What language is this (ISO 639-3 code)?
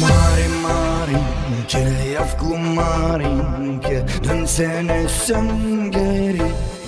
gag